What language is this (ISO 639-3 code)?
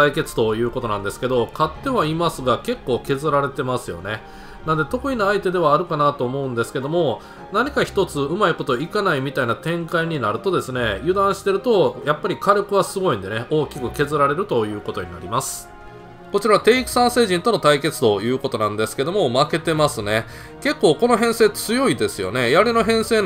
jpn